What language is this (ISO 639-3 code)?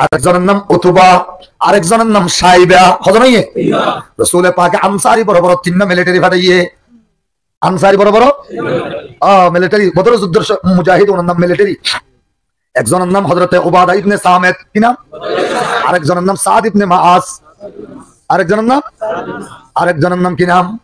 rhg